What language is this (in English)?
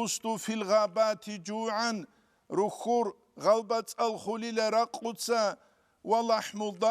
Avaric